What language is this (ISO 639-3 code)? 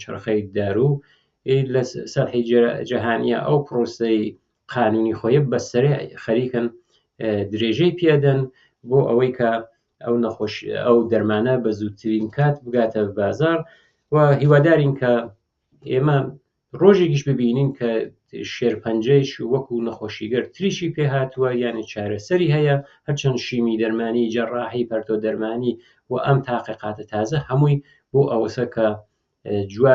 ckb